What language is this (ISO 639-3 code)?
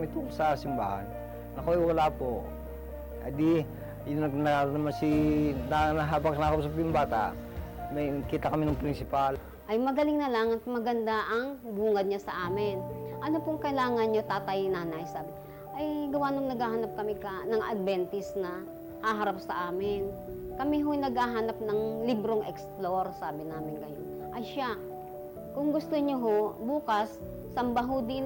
fil